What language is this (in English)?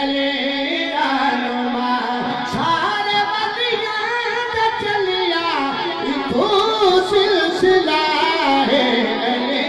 Saraiki